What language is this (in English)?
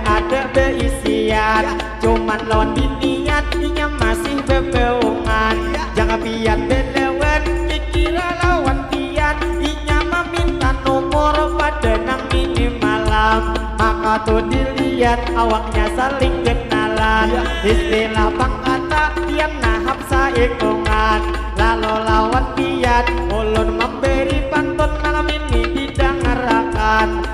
Banjar